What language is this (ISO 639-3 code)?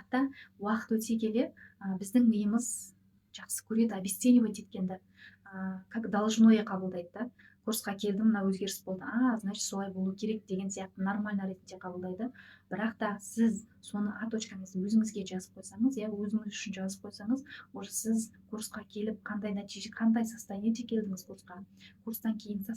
kaz